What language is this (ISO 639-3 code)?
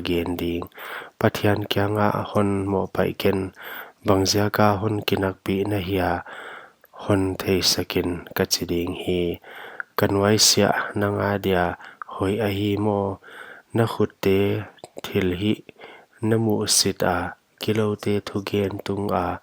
pck